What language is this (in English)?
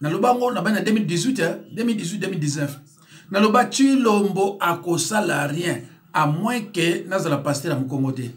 Lingala